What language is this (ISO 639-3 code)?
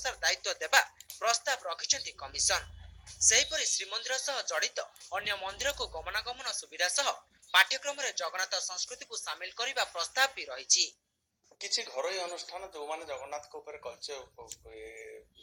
ori